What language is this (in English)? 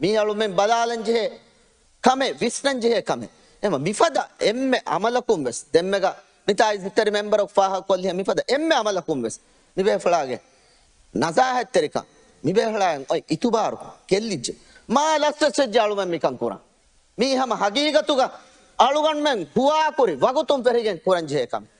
Divehi